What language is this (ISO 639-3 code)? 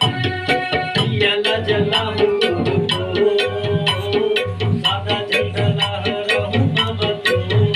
hne